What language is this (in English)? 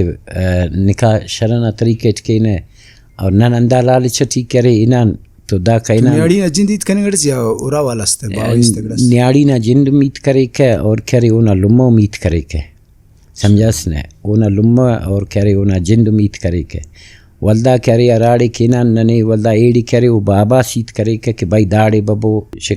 Brahui